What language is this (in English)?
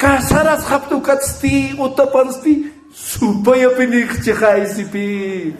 Aymara